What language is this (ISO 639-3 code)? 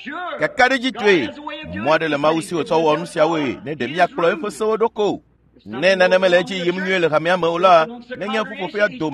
ewe